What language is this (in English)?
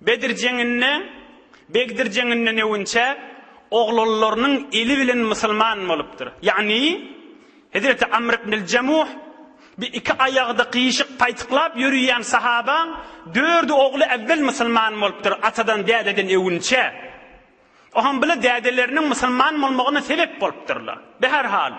Turkmen